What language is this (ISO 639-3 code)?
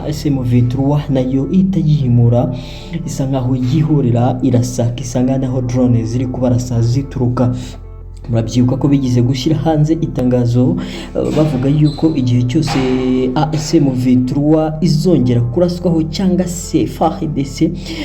kin